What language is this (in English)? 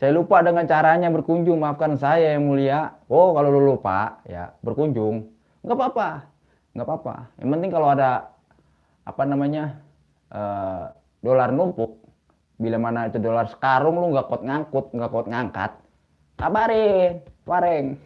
Betawi